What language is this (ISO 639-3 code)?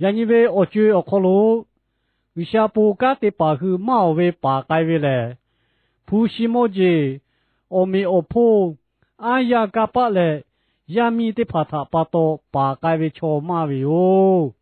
lhu